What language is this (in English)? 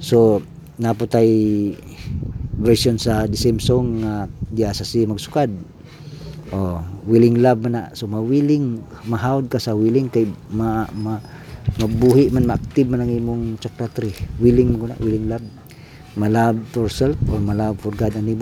Cebuano